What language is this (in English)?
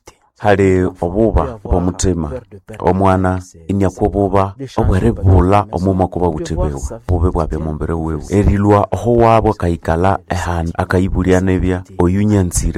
Nande